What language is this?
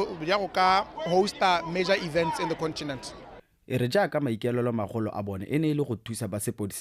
Tswana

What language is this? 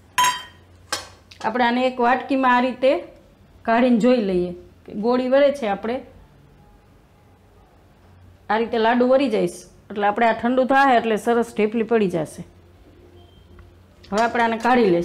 Gujarati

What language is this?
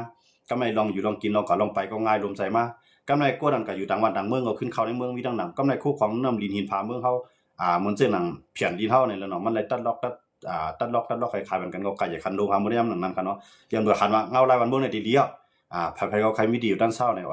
Shan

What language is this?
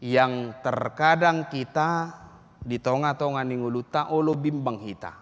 Batak Toba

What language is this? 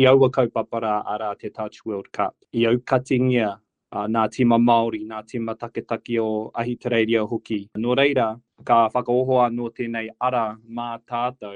Māori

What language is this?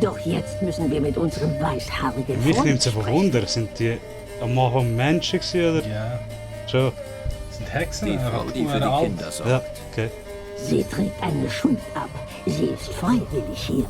Swiss German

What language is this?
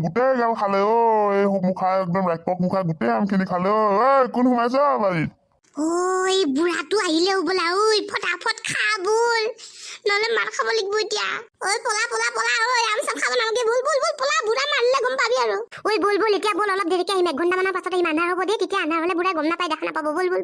Assamese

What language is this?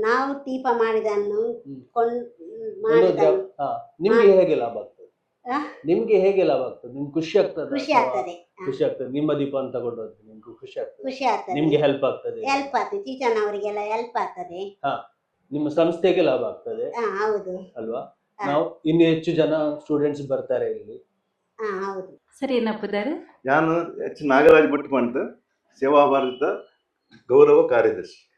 Tulu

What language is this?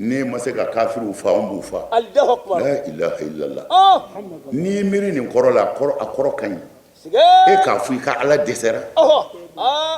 Bambara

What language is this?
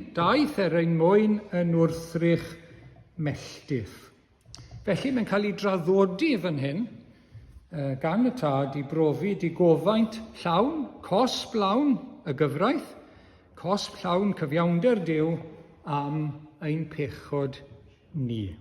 Welsh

